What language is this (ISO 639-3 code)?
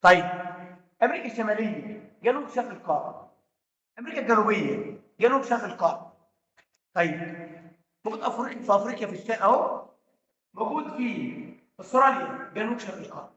arz